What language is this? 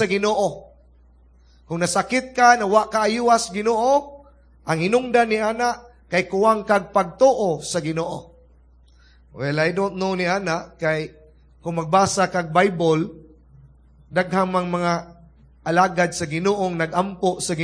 Cebuano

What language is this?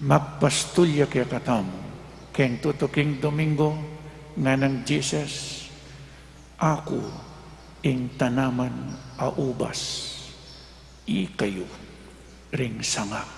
Pampanga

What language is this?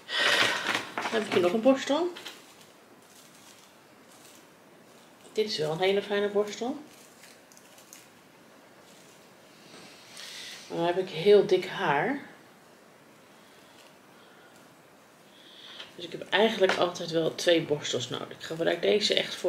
Dutch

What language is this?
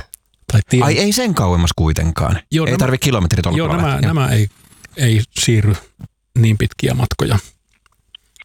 Finnish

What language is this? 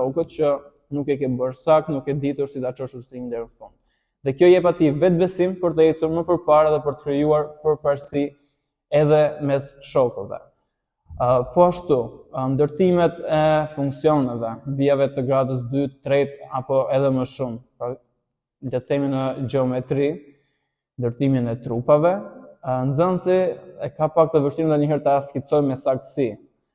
Albanian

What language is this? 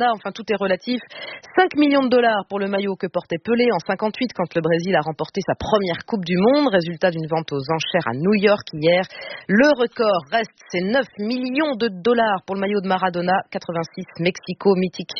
French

